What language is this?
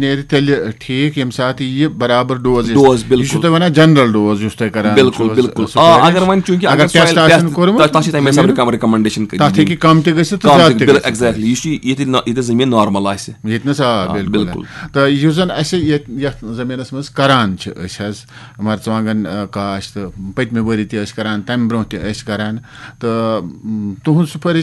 Kashmiri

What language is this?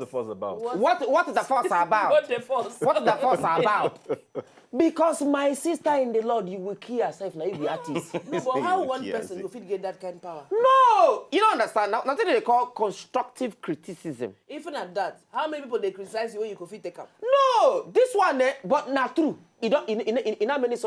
Nigerian Pidgin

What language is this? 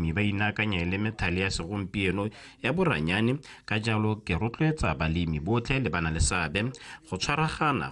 Tswana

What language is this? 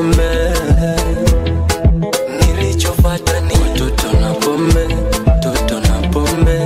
Swahili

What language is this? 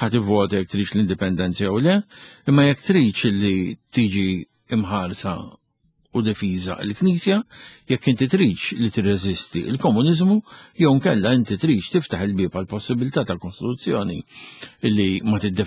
Maltese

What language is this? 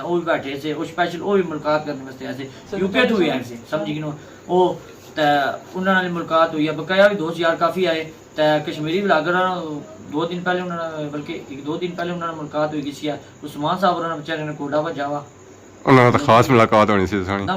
Pahari-Potwari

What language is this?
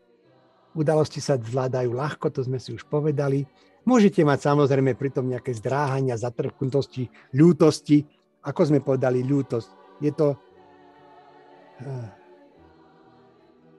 Slovak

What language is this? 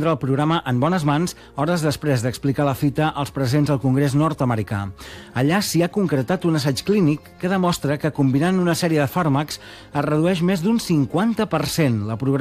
Catalan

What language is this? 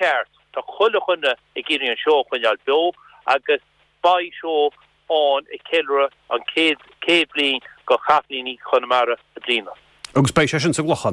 Irish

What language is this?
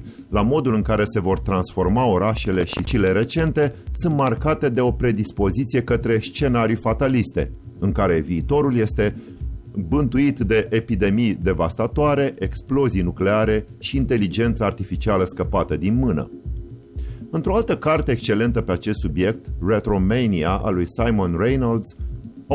Romanian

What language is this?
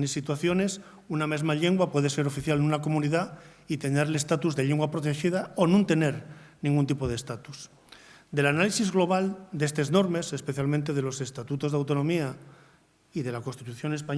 Asturian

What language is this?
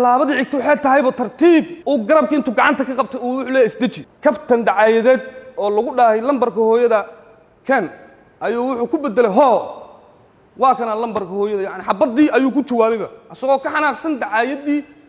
Somali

